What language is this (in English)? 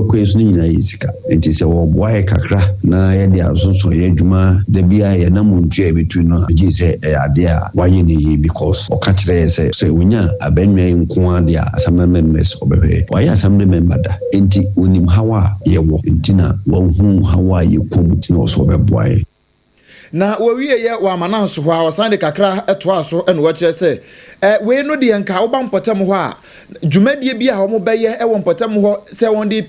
Akan